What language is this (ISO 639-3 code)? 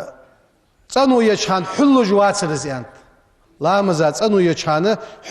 inh